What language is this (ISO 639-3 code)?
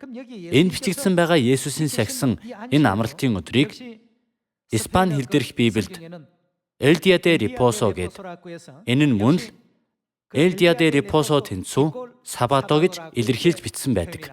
mon